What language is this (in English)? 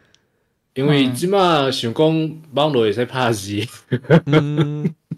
Min Nan Chinese